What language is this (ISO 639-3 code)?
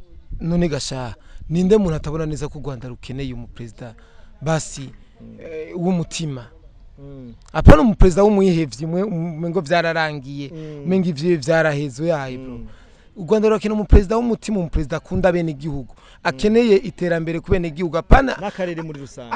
run